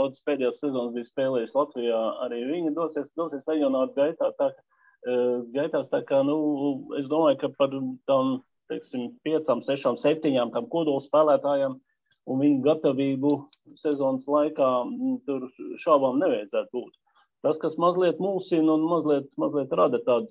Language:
Latvian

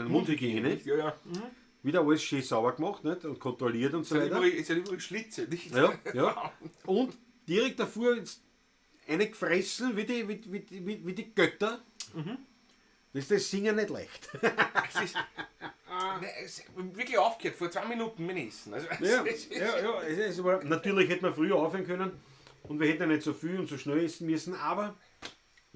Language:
Bavarian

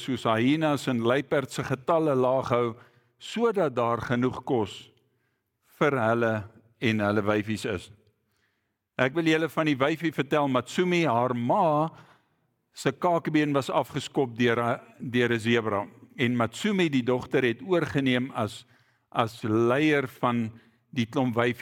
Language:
Afrikaans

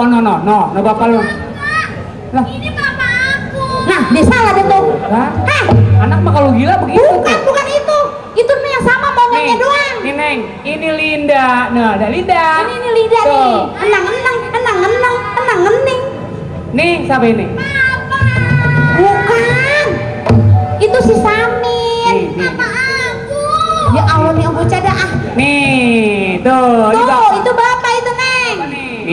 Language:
Betawi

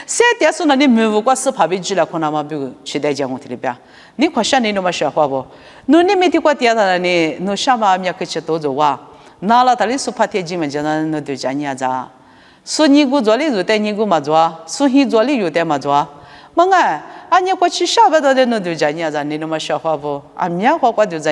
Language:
Lisu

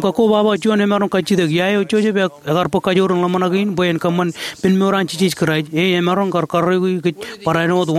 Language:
Marshallese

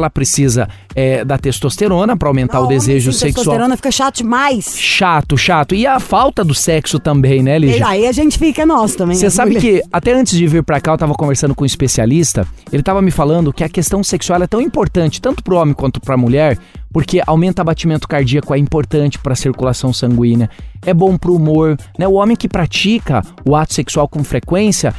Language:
Portuguese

